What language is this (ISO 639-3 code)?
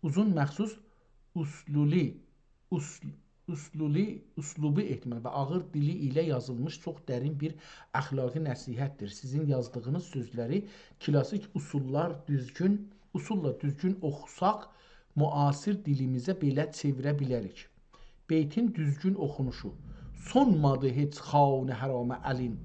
azb